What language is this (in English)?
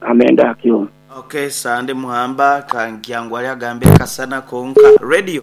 Nyankole